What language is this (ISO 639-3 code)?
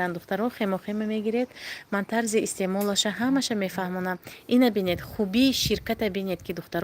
tgk